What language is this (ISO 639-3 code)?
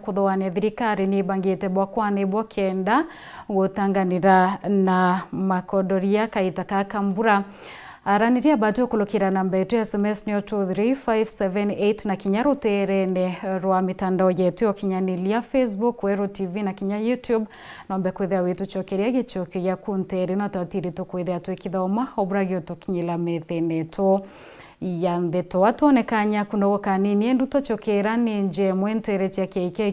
mer